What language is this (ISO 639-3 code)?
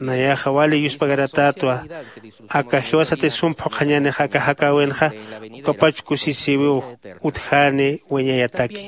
aym